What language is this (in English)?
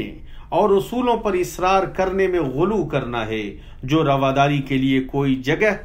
Urdu